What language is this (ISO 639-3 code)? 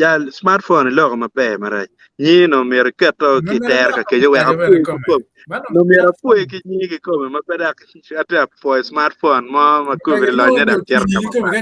ach